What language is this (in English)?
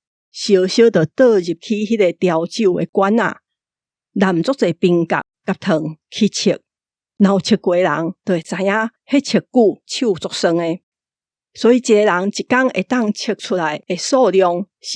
Min Nan Chinese